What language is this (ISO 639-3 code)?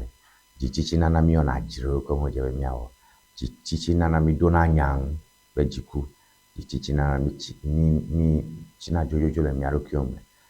ewe